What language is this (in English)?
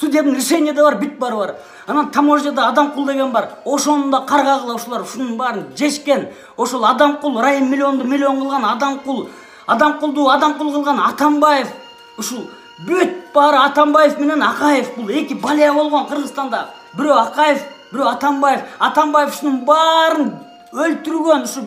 Kyrgyz